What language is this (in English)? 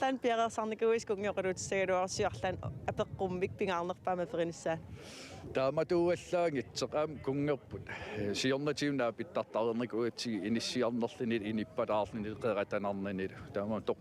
Kalaallisut